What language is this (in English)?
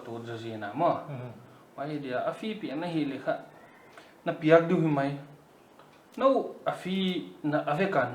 Paite Chin